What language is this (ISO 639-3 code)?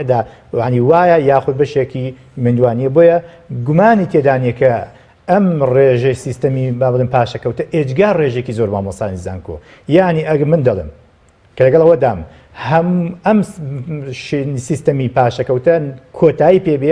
ckb